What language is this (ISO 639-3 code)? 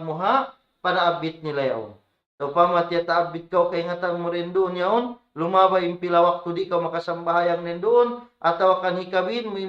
tsg